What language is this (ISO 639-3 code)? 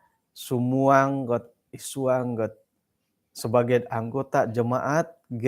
dtp